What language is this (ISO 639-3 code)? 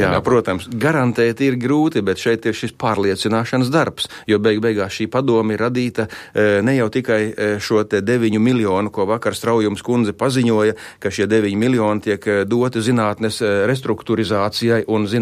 lav